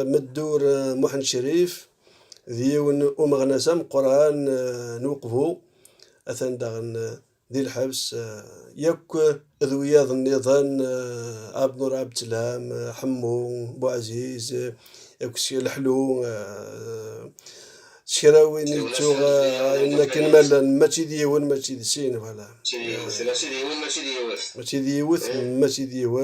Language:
Kabyle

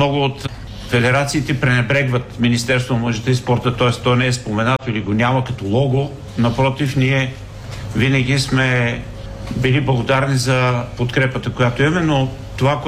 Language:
Bulgarian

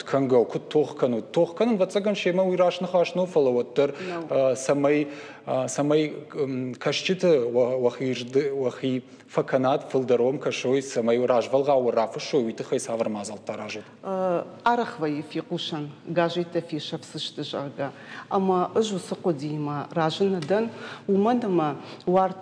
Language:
Ossetic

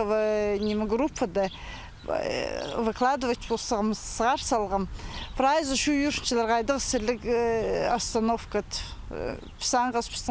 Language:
Khakas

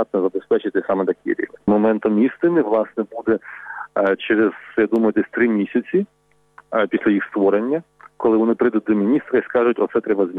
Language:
Ukrainian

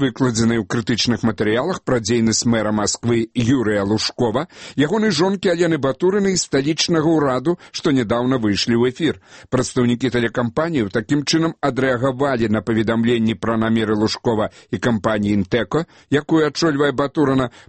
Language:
Belarusian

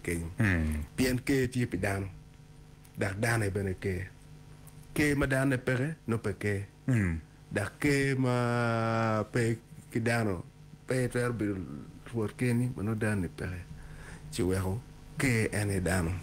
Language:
Acoli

